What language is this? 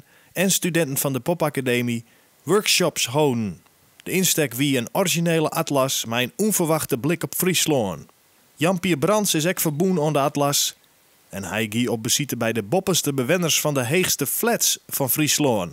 Western Frisian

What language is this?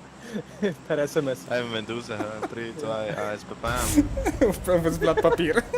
Swiss German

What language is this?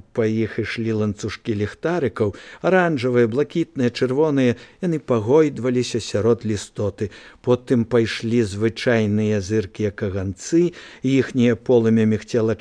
Belarusian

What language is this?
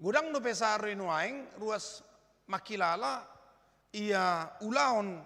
Batak Toba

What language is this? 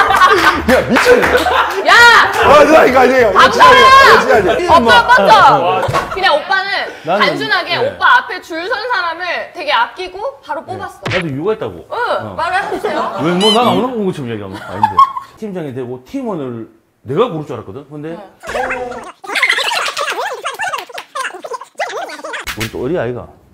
Korean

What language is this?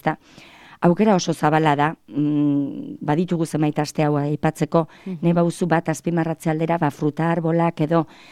Basque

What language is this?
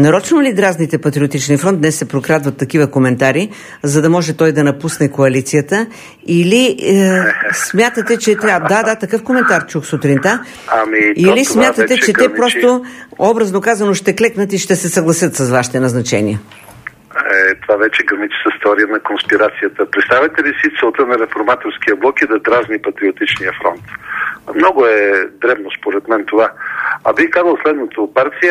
Bulgarian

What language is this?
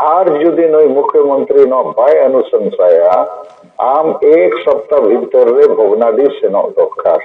Santali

